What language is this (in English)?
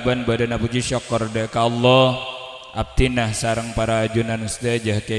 Madurese